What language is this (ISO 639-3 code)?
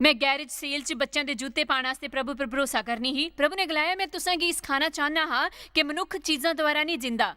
doi